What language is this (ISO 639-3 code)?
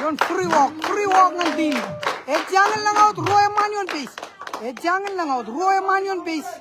mah